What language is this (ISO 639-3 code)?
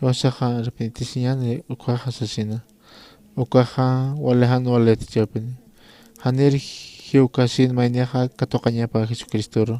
aym